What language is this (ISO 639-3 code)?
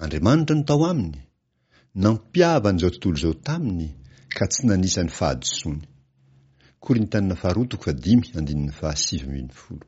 mlg